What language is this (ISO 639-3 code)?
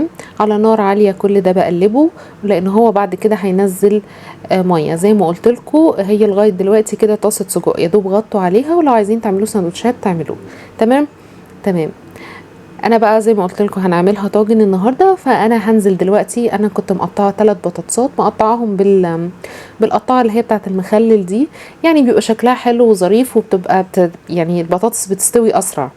arz